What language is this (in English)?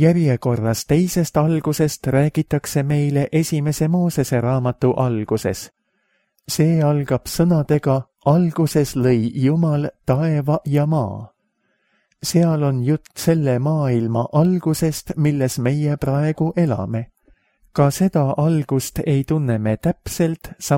Estonian